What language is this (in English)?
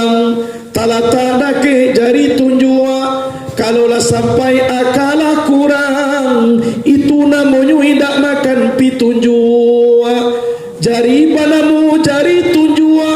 Minangkabau